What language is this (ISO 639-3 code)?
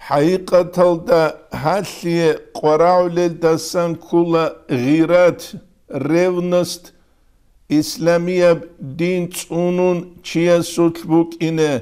ava